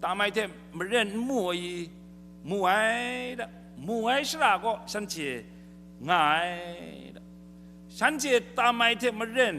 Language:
Kachin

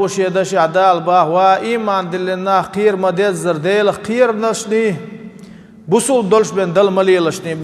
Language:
Chechen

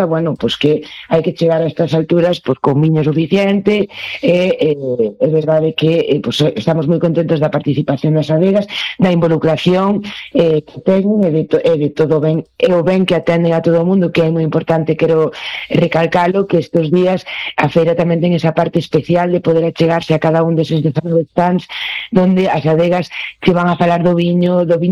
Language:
Galician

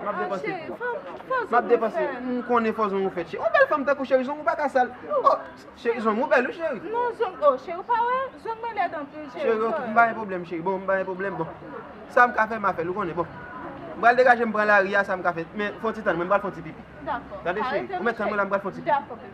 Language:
Haitian Creole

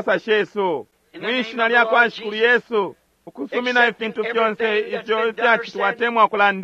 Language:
Bemba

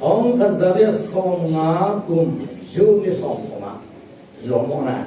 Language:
Falam Chin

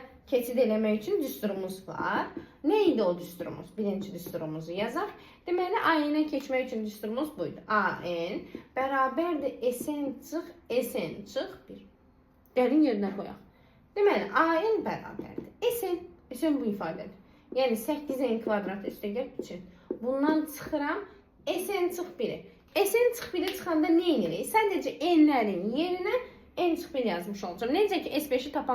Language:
Azerbaijani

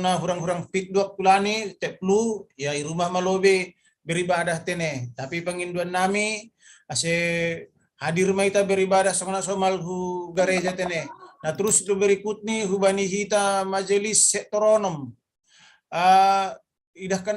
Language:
Batak Simalungun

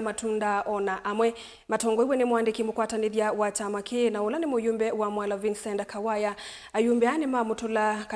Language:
Kamba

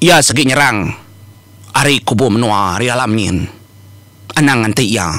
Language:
Iban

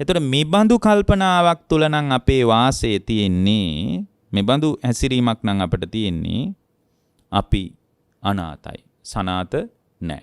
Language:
Sinhala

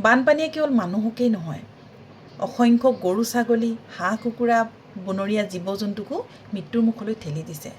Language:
Assamese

